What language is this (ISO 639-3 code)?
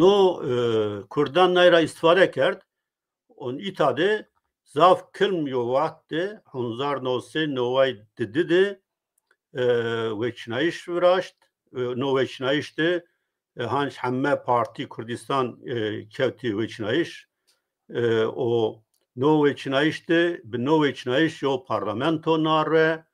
zza